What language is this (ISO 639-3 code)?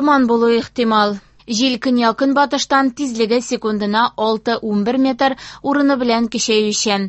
tat